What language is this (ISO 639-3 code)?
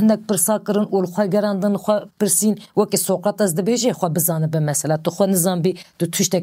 kur